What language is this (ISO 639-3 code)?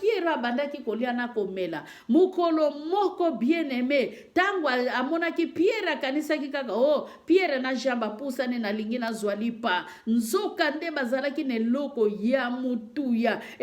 lin